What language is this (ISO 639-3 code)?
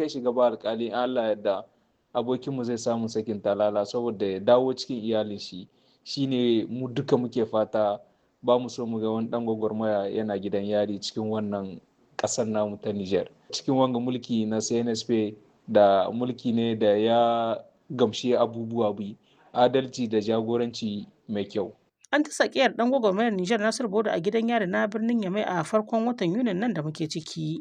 hau